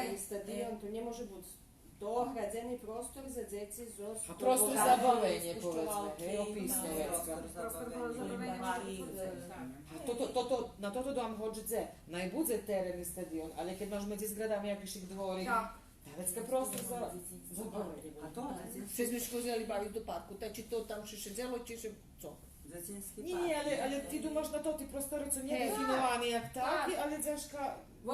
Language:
Rusyn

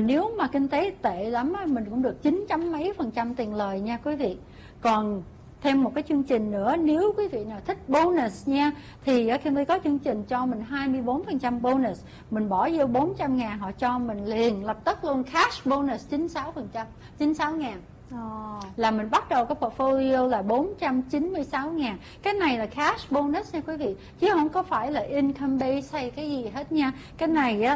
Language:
Vietnamese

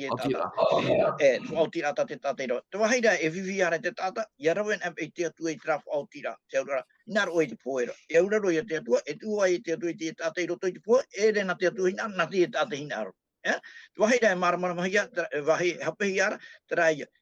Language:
Tahitian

